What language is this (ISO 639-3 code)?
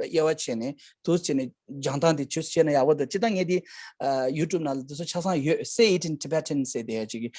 bod